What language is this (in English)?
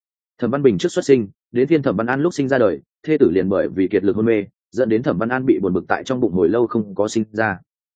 Vietnamese